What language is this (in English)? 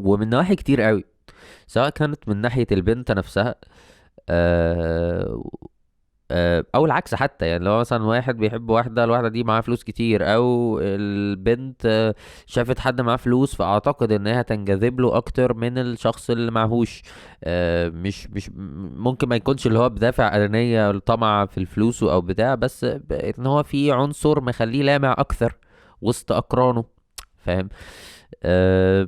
Egyptian Arabic